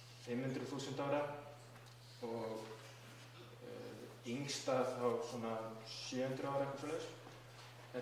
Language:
Icelandic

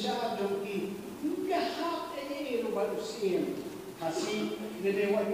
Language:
Khasi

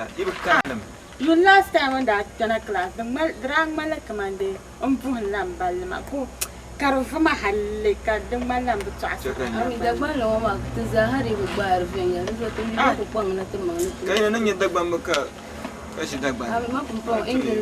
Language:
Dagbani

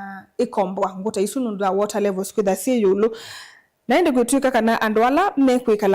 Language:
Kamba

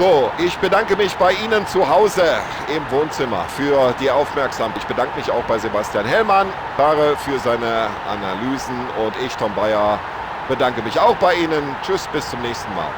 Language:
Bavarian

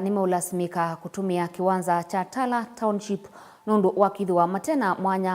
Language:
Kamba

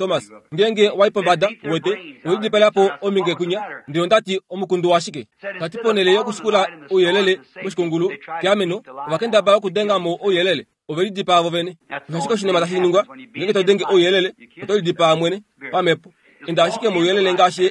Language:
Kuanyama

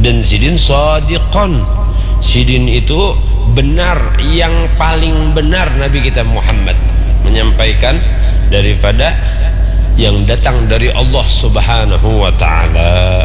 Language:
Banjar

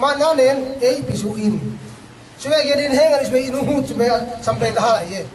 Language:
Yakan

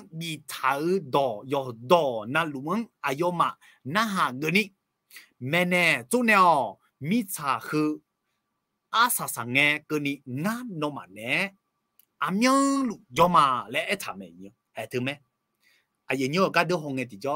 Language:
Akha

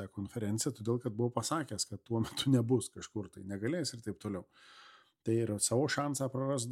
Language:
Lithuanian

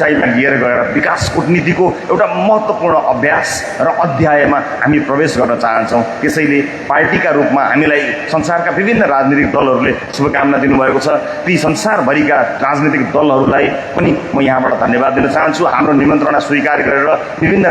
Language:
Nepali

